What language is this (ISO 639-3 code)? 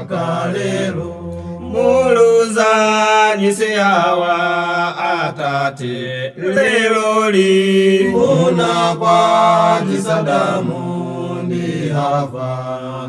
nya